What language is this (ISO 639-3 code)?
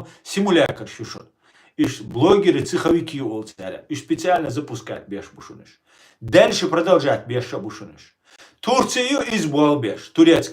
che